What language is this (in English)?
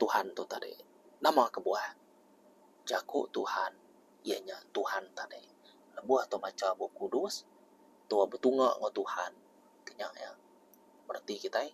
Iban